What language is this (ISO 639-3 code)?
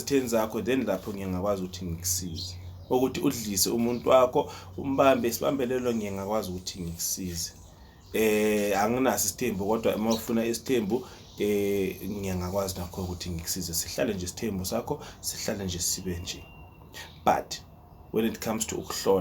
zul